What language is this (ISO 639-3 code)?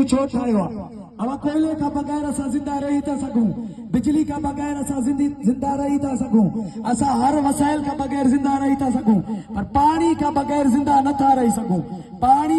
snd